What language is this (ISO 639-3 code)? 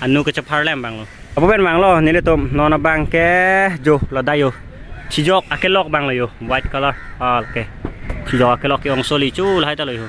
mjw